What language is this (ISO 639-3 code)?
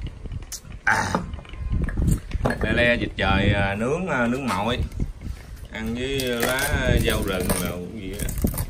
vie